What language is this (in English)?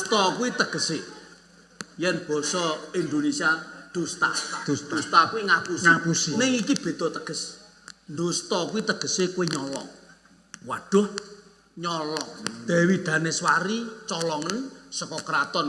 Javanese